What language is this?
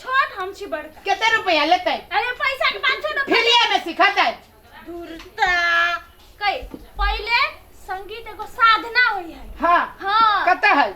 Maithili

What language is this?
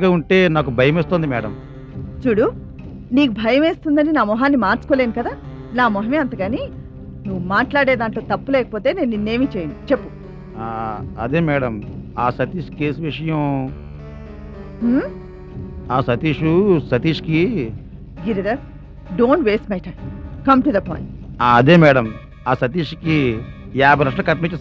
Telugu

